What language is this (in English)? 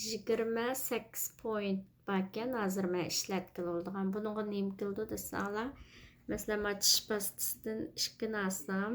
Uyghur